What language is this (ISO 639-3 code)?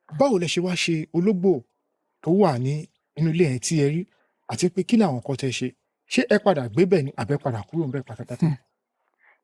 yor